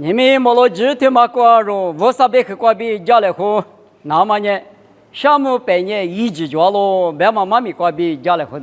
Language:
Lisu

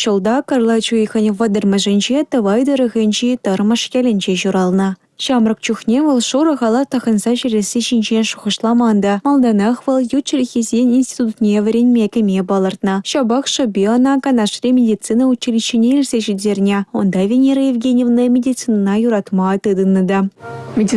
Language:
Chuvash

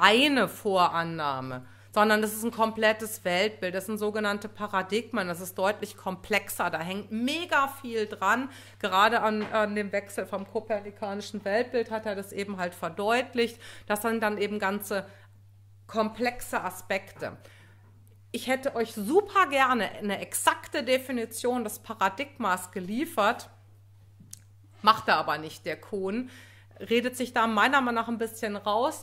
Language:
German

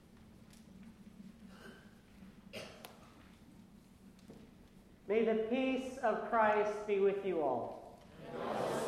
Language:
English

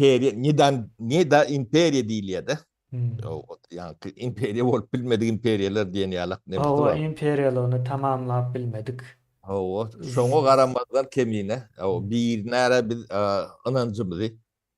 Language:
Turkmen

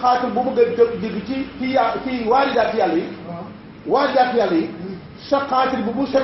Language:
Wolof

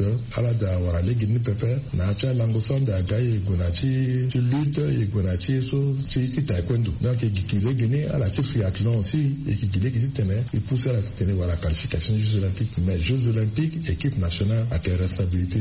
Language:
Sango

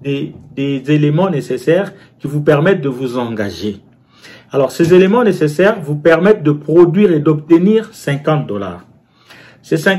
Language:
French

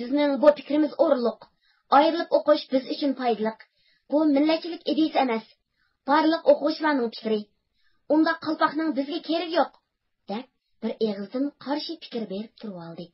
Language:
Uyghur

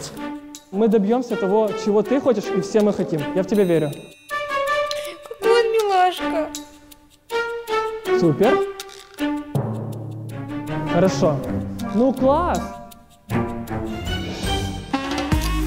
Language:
Russian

